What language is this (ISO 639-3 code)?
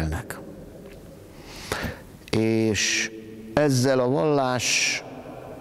hun